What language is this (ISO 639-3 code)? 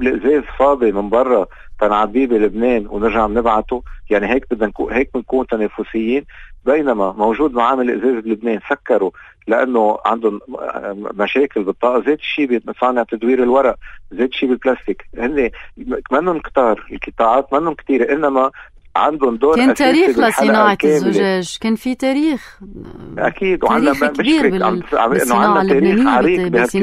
apc